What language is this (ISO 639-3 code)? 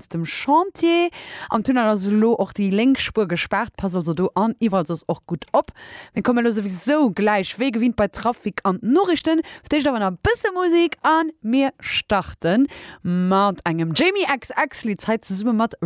ltz